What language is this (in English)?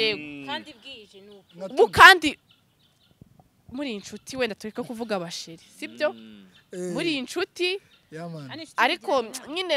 Kinyarwanda